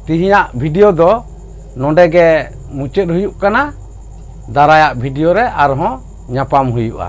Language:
Santali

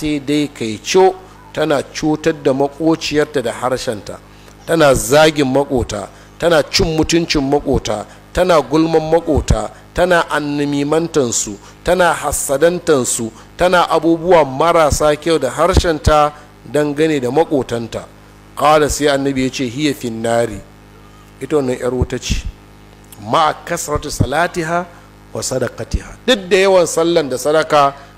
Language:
Hausa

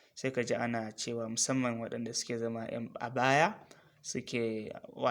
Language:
Hausa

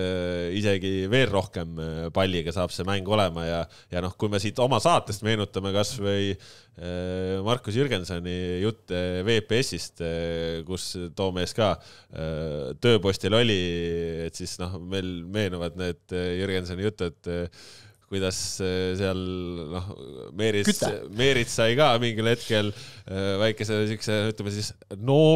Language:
Estonian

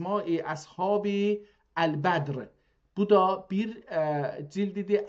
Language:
South Azerbaijani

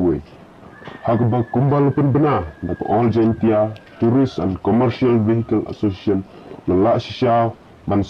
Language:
Khasi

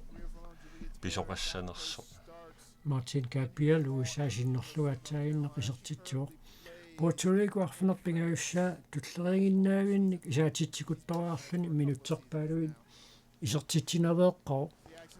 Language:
Kalaallisut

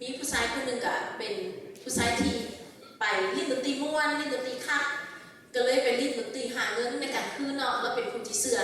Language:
Lao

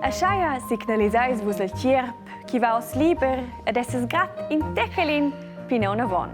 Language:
Romansh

